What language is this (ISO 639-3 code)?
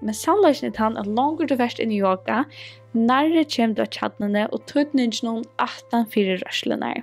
fao